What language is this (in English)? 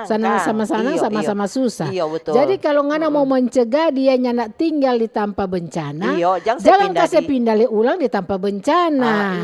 Manado Malay